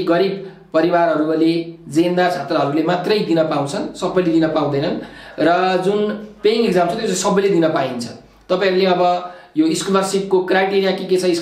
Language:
Nepali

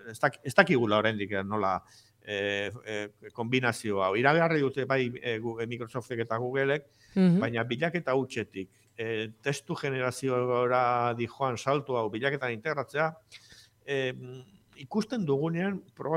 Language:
Basque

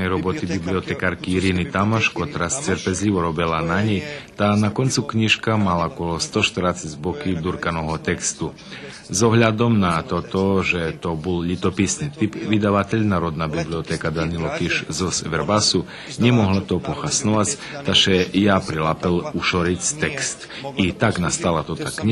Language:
Rusyn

